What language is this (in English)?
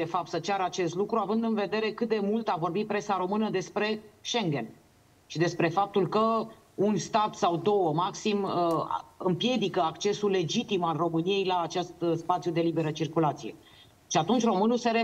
Romanian